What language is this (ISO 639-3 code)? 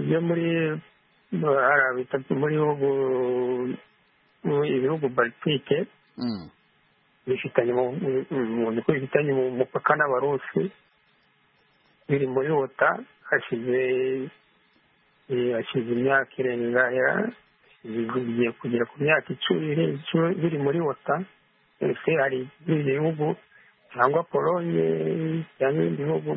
kin